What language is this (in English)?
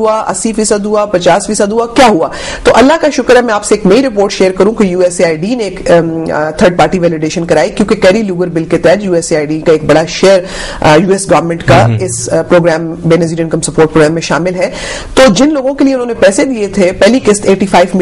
Urdu